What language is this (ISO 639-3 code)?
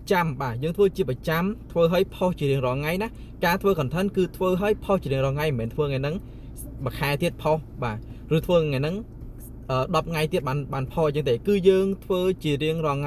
khm